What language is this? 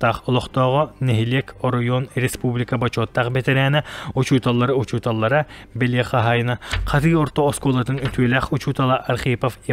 Yakut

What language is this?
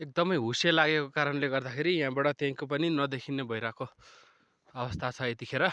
Nepali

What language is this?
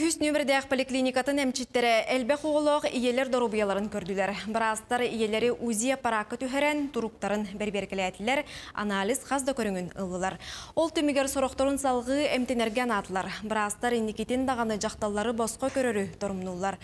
Yakut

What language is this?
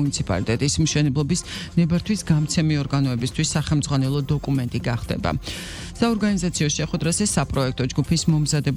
Georgian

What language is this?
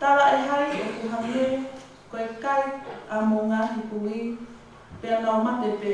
Tongan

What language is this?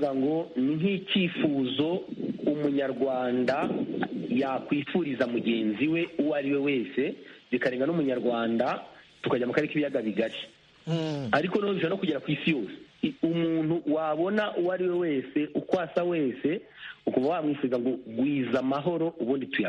Kinyarwanda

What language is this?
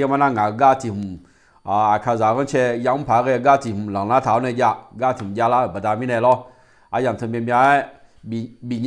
Akha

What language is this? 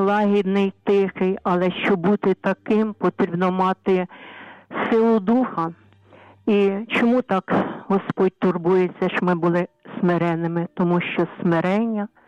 Ukrainian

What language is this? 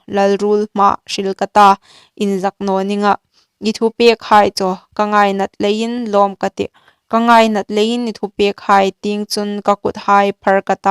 Hmar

